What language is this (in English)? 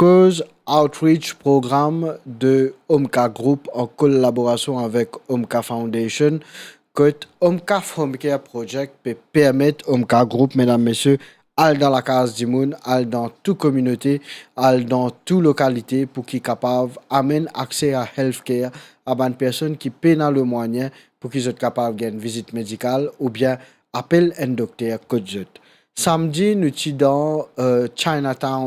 Morisyen